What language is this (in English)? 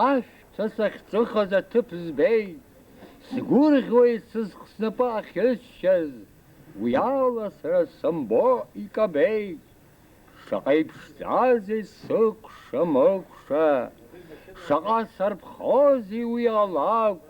Abkhazian